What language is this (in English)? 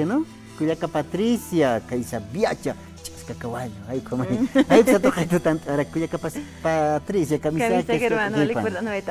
Aymara